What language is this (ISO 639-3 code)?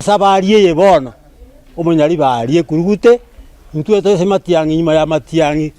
guz